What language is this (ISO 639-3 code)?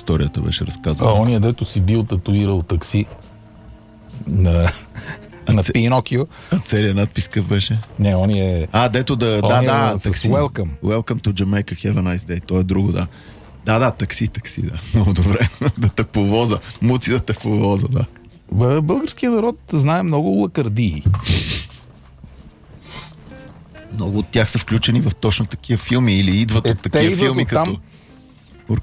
bul